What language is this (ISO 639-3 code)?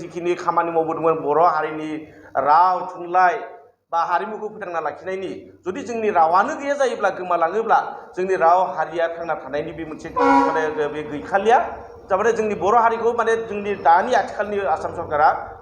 brx